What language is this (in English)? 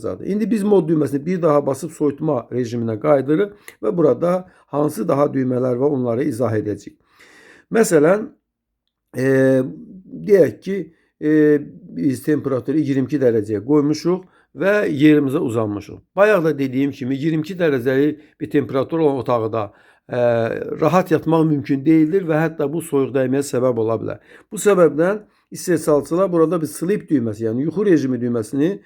Azerbaijani